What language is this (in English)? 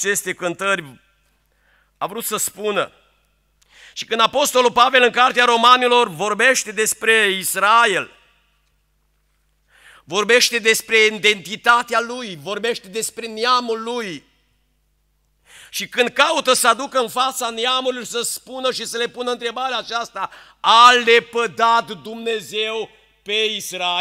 Romanian